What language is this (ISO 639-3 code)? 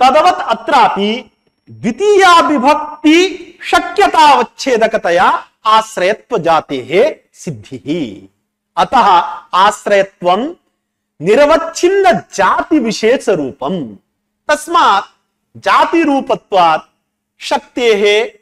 san